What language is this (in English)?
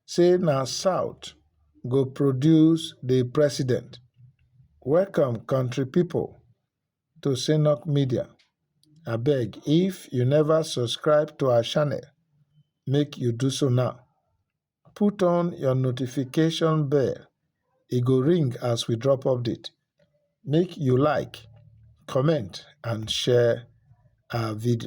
Nigerian Pidgin